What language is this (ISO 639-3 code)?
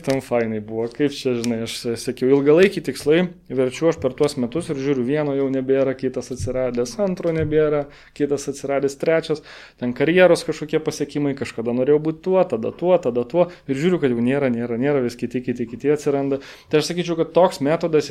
lit